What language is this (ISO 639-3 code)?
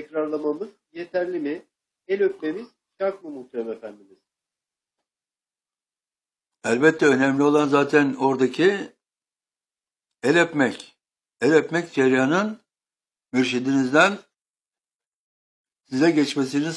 tur